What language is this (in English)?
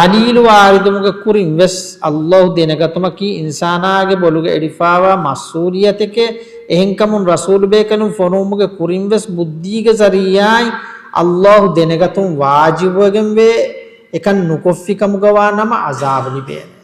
Divehi